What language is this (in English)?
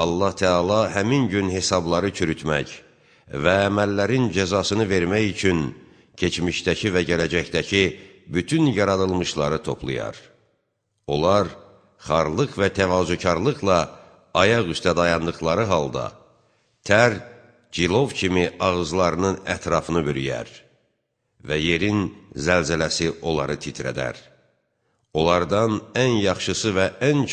Azerbaijani